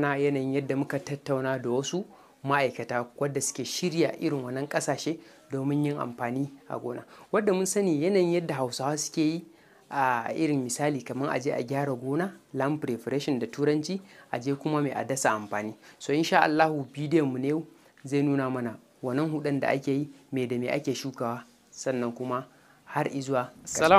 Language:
Hausa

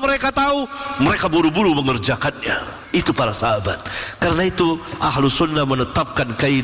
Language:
Indonesian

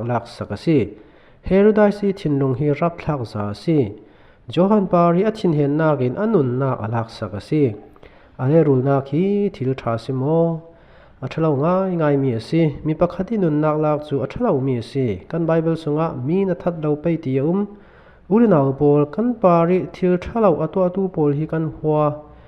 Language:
Falam Chin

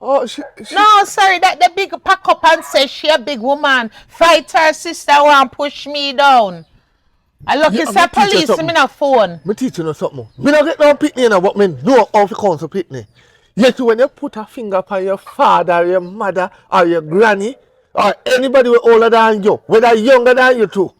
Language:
Jamaican Creole English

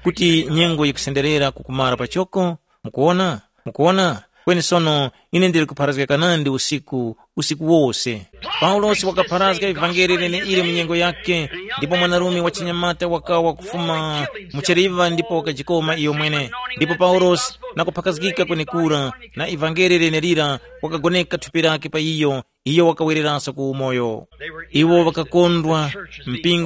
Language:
Tumbuka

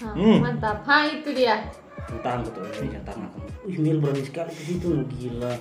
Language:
Manado Malay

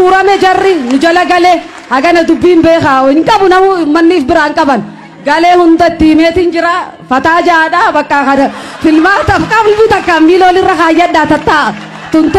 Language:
Oromo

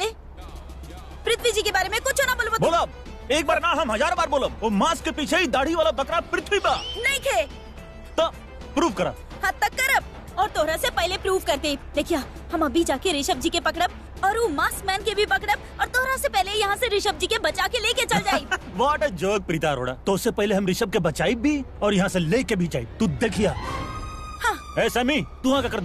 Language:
Bhojpuri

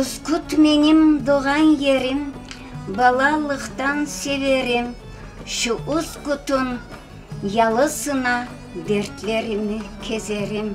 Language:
Crimean Tatar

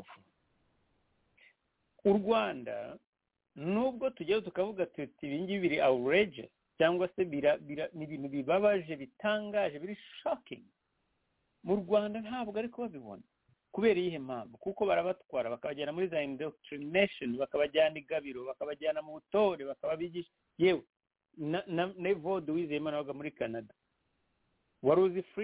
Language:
Kinyarwanda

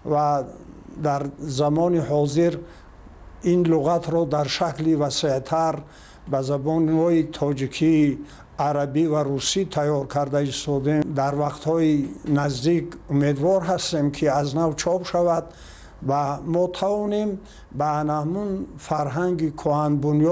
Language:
Tajik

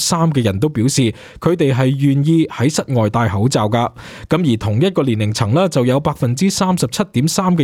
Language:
Cantonese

